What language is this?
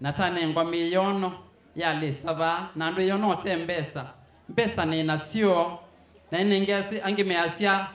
Kamba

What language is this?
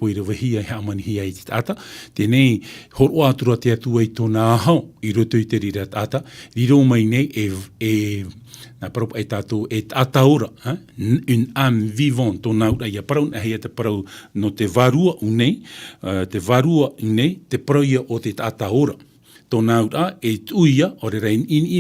Tahitian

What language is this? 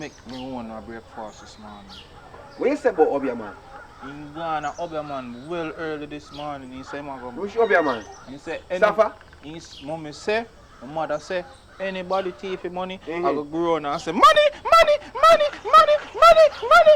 Jamaican Creole English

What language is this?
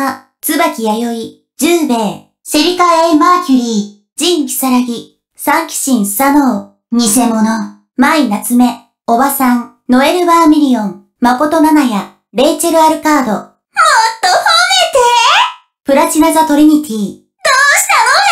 Japanese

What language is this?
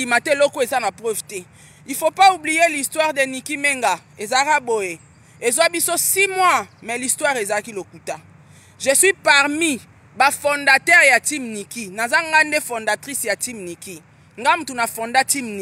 Lingala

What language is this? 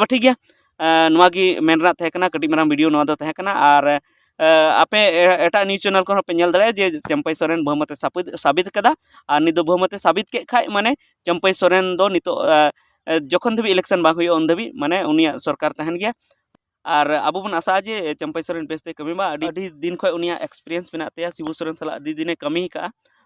Santali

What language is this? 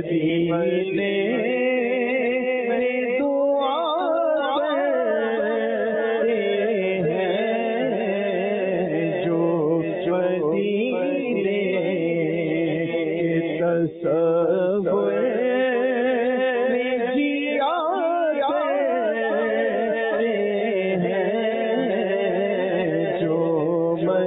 Urdu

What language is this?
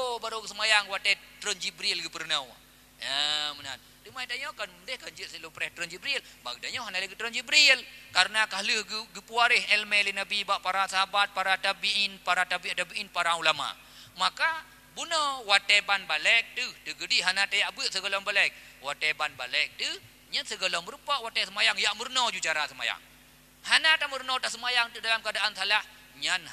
Achinese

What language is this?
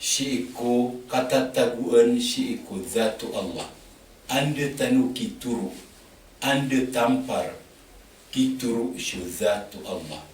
Maranao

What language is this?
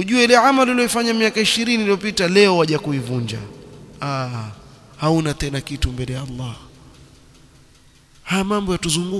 Swahili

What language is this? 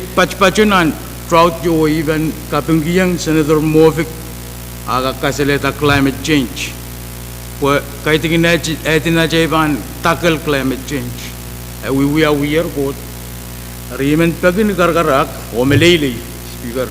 Pohnpeian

